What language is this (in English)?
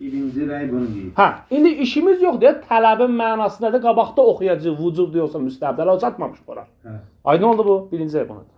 Azerbaijani